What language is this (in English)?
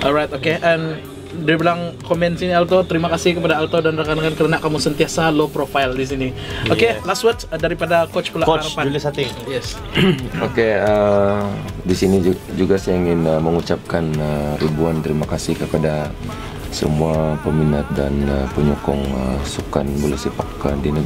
Malay